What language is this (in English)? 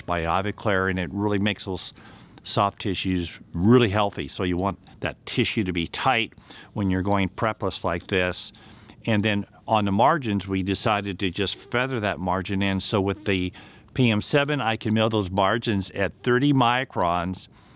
English